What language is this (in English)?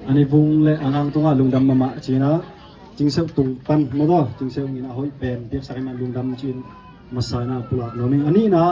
Tedim Chin